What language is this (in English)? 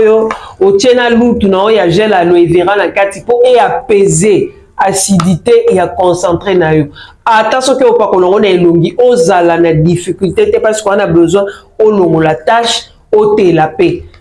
Lingala